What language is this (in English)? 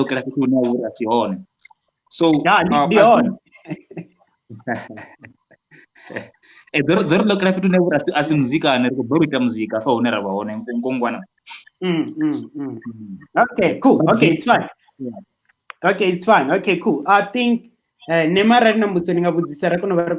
Venda